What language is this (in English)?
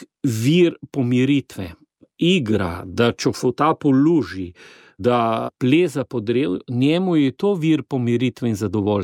Slovenian